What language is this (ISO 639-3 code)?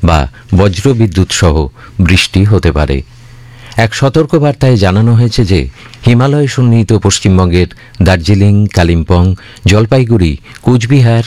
ben